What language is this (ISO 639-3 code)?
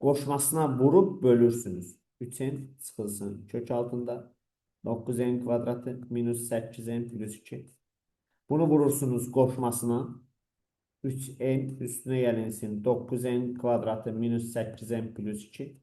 aze